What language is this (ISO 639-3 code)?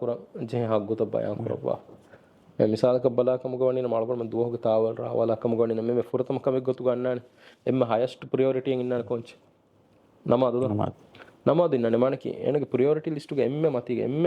div